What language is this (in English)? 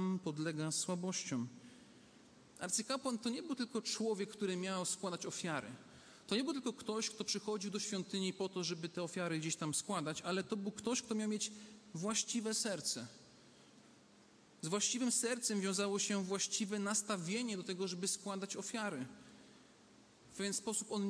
Polish